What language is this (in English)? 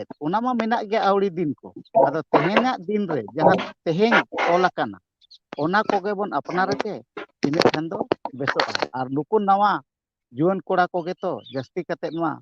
Santali